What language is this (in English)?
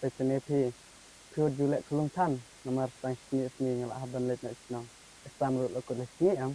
Khasi